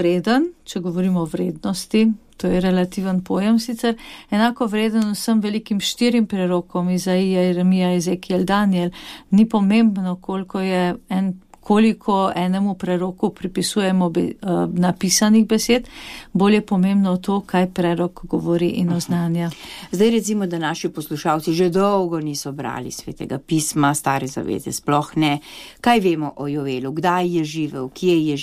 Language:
Slovenian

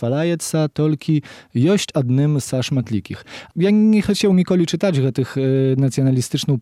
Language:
Belarusian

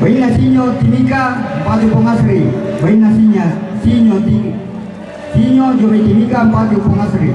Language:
Toraja-Sa'dan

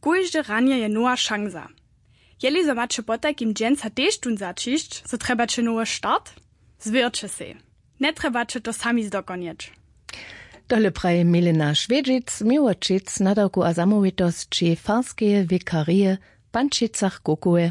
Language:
Upper Sorbian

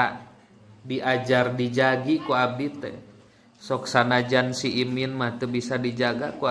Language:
Sundanese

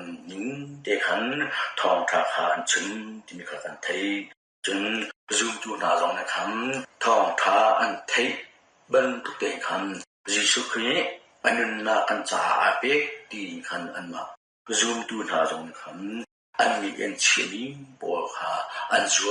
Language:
Hakha Chin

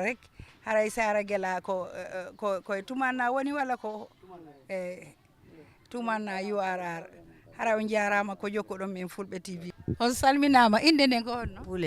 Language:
Fula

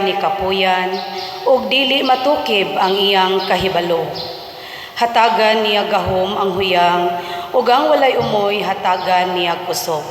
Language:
Cebuano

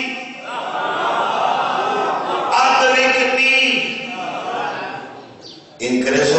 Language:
Urdu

